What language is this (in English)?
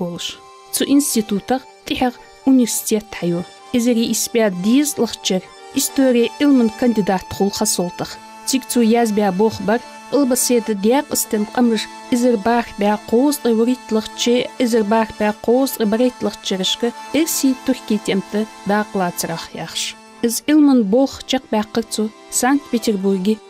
Ingush